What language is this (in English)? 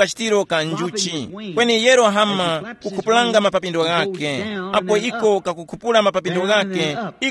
Tumbuka